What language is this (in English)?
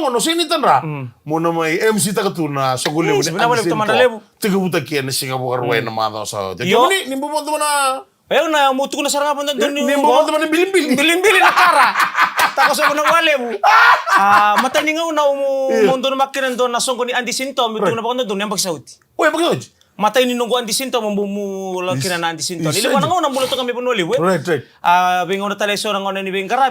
Fijian